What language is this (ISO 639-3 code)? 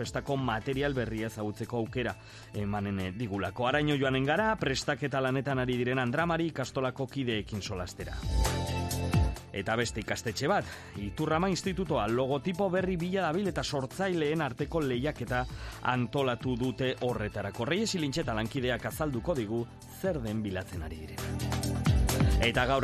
eus